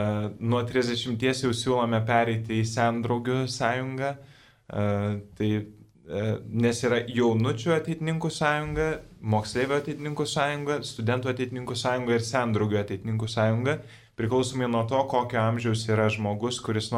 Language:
Lithuanian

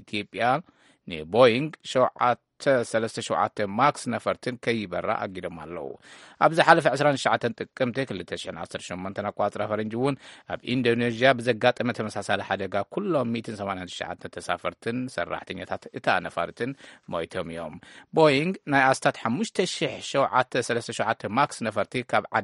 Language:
Tigrinya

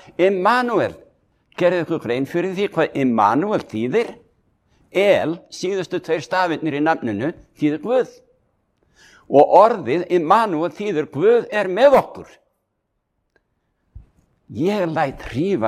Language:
Icelandic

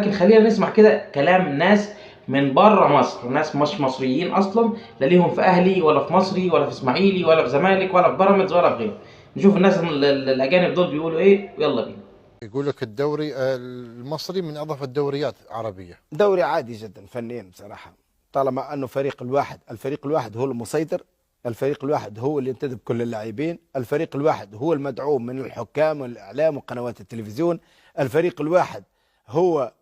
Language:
Egyptian Arabic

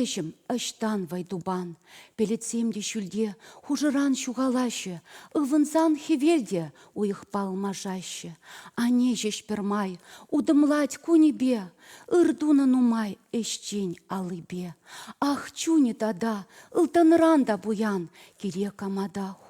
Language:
Chuvash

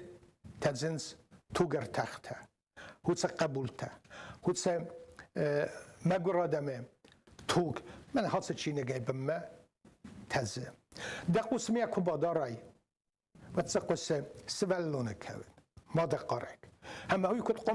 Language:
Ossetic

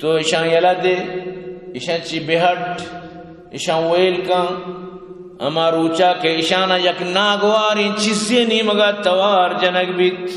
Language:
Eastern Balochi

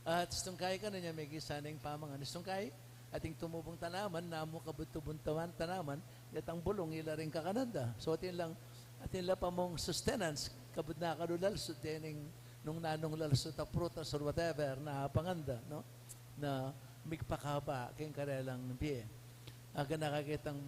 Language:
Pampanga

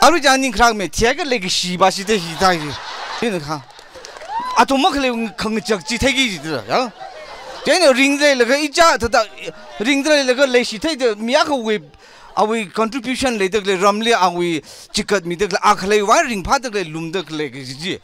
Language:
Tangkhul Naga (India)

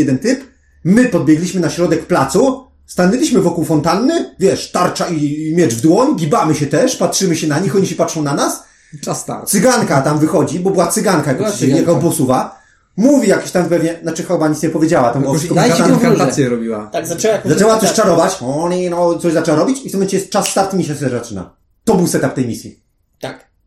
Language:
Polish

